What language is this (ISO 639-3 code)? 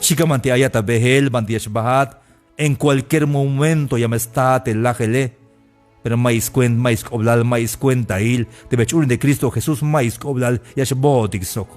tzh